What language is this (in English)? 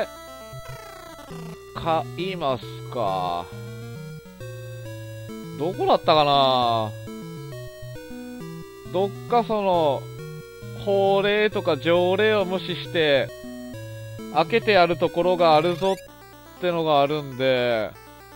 Japanese